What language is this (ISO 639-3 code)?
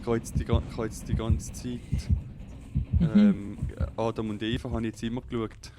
gsw